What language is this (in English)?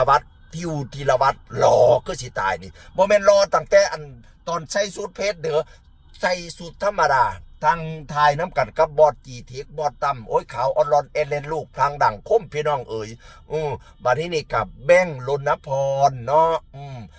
Northeastern Thai